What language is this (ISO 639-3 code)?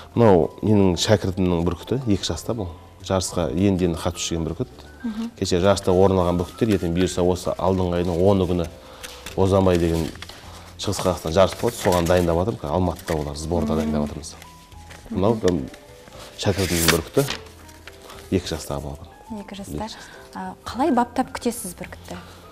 kaz